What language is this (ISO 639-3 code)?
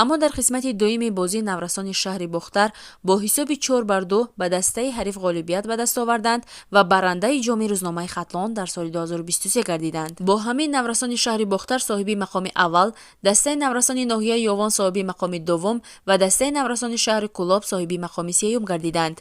tgk